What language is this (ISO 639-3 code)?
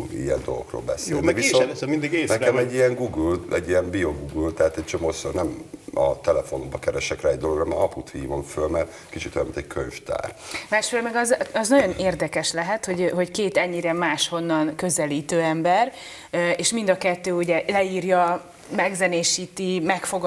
hun